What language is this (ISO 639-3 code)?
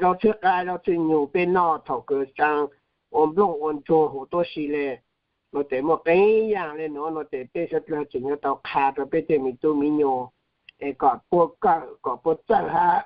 hmn